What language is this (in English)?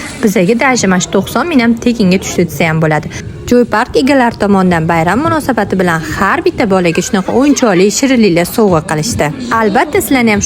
Uzbek